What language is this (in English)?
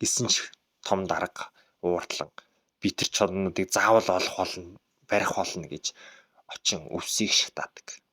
Mongolian